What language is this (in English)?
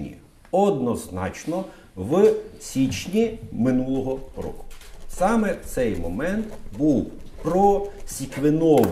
Ukrainian